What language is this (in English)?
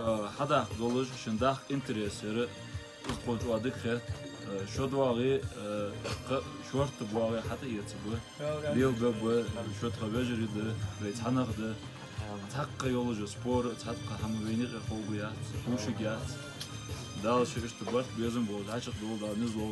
Chechen